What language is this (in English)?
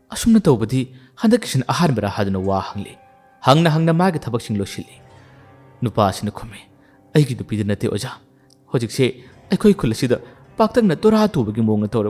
Manipuri